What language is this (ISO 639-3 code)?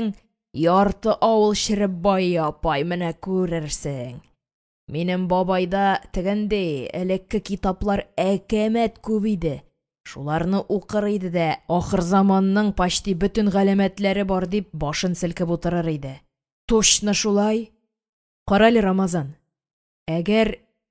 tat